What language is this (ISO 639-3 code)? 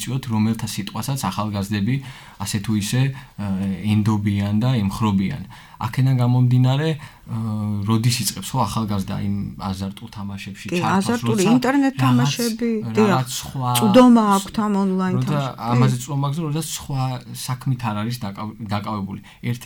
kat